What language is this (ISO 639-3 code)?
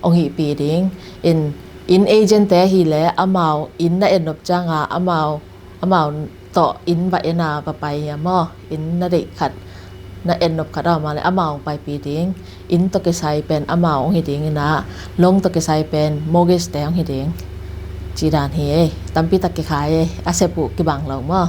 ctd